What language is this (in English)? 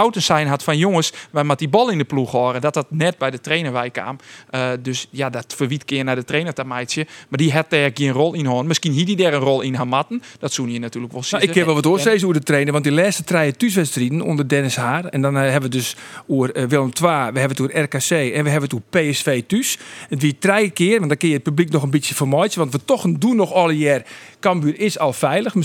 Western Frisian